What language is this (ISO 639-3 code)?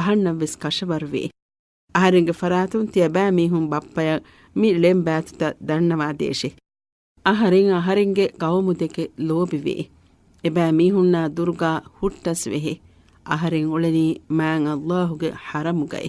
div